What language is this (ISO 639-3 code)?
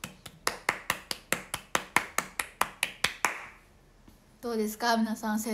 jpn